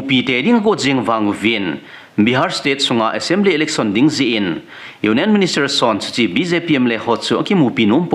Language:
Thado Chin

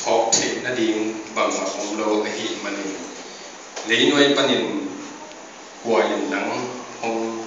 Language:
Tedim Chin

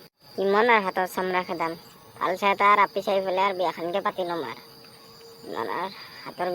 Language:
Assamese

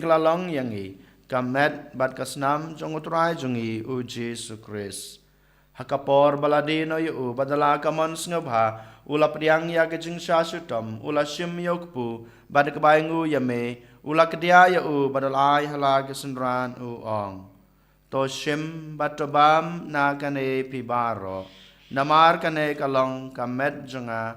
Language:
Khasi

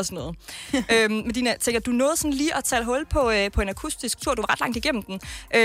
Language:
Danish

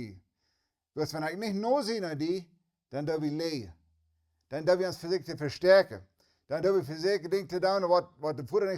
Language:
Plautdietsch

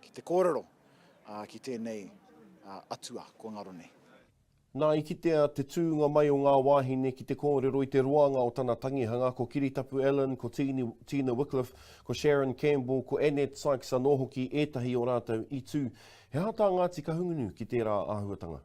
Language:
Māori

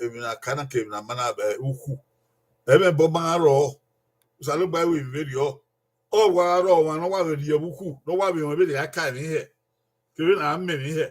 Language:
Bini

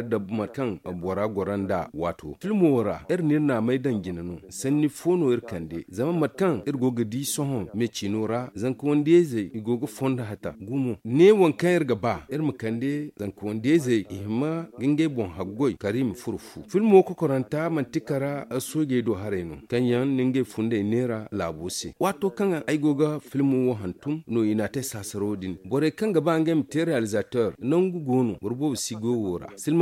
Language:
Zarma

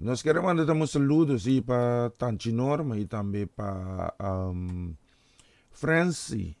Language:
Papiamento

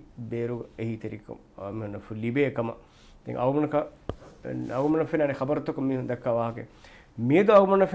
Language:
Divehi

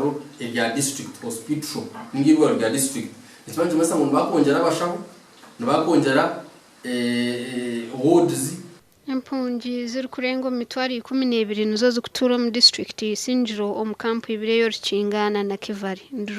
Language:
Nyankole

